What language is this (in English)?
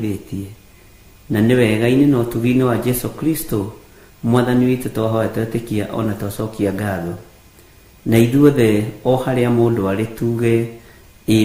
Kikuyu